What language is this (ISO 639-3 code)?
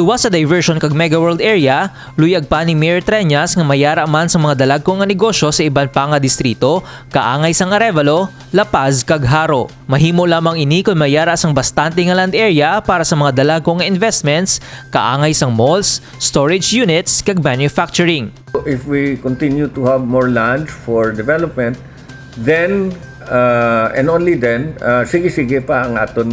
hil